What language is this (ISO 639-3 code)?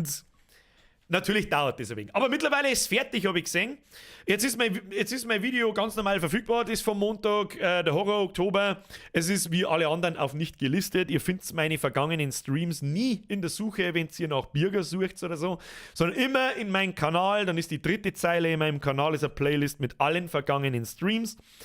bar